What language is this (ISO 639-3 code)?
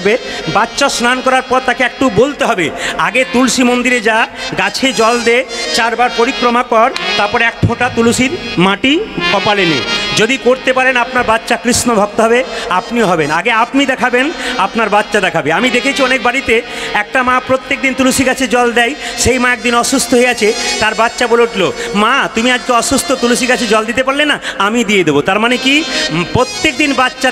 ben